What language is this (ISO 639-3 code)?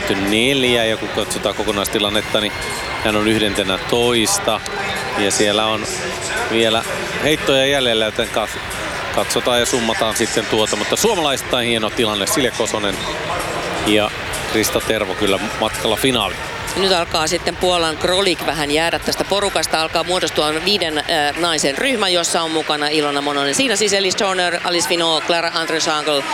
fin